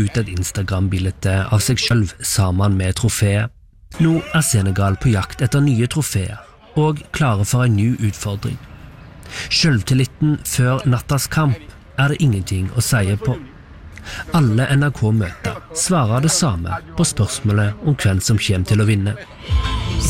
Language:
Norwegian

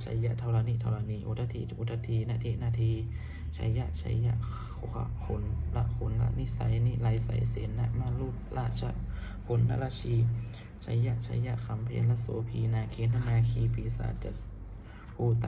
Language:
Pali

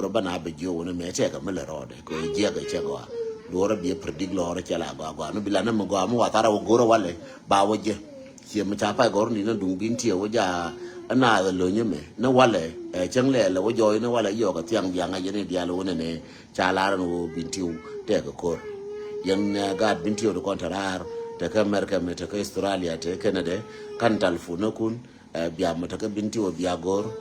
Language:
Nuer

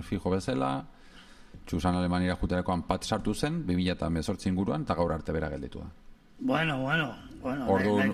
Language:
Basque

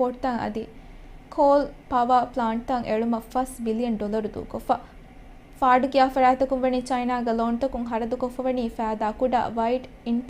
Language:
Divehi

